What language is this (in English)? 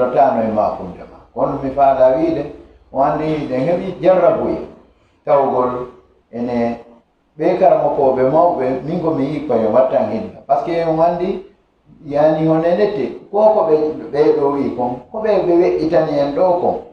Fula